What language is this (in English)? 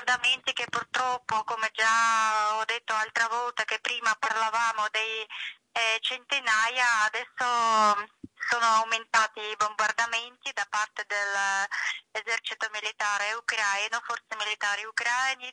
Italian